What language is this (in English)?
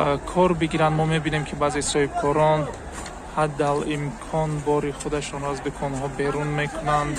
Tajik